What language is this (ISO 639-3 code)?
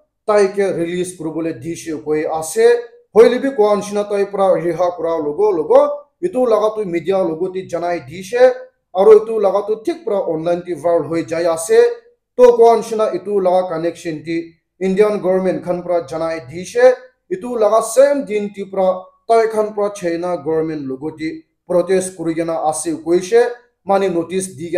nag